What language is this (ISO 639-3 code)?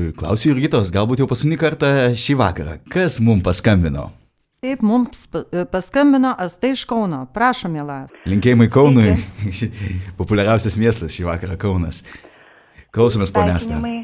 lit